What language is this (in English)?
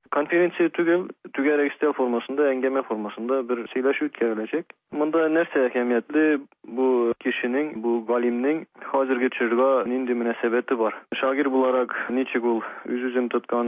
Tatar